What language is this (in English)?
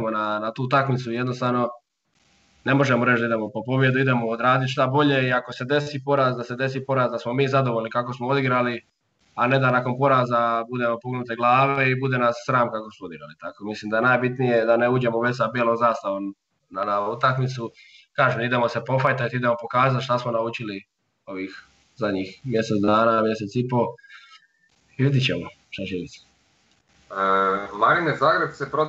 Croatian